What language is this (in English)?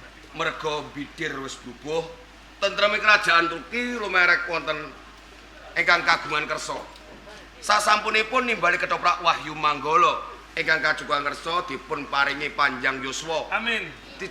Javanese